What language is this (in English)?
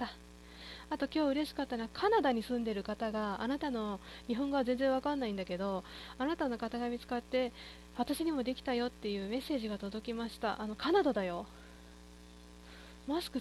Japanese